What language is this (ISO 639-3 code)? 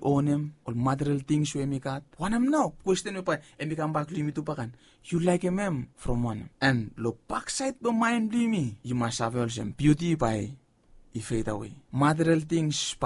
bis